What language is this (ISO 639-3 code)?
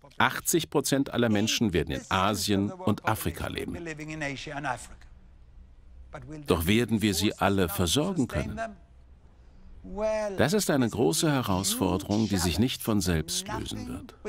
deu